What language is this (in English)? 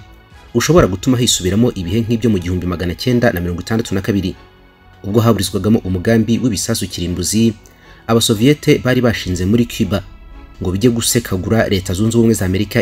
Kinyarwanda